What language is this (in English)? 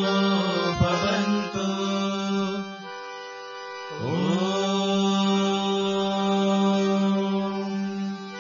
Telugu